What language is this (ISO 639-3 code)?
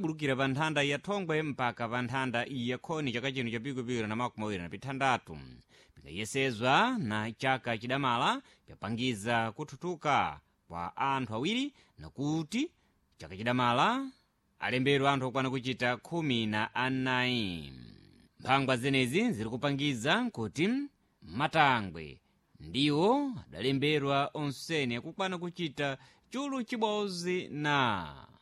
seh